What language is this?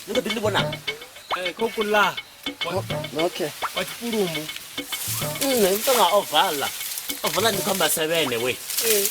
Venda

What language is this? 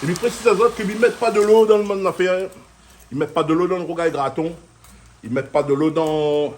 Réunion Creole French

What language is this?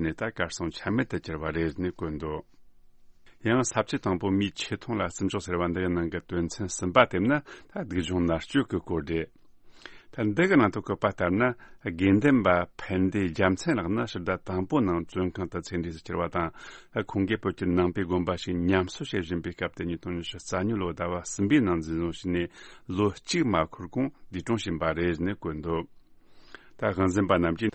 Tibetan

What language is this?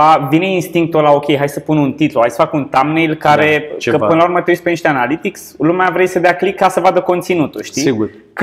Romanian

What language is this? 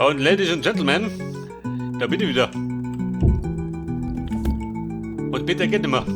Bavarian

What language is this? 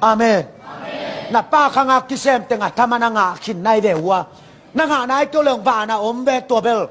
Tedim Chin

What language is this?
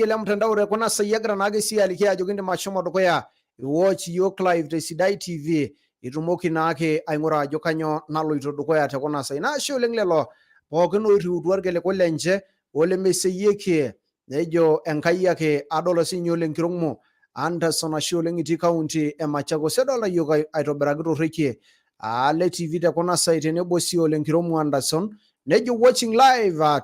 Masai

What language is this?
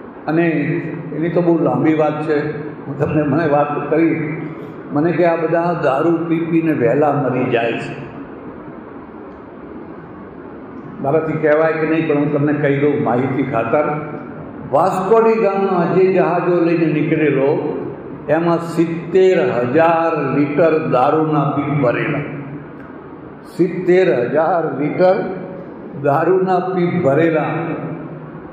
Gujarati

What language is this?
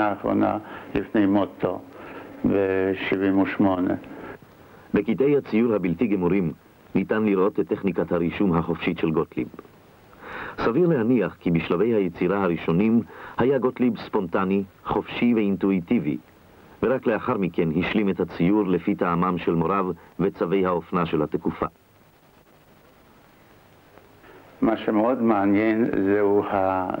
Hebrew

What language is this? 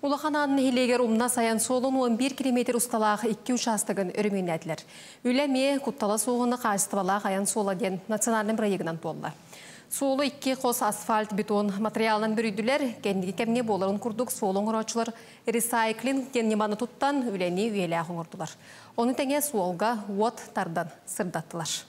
Yakut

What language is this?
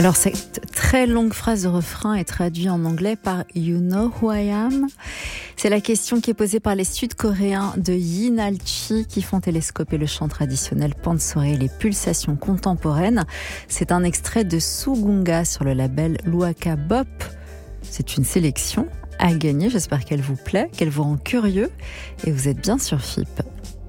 French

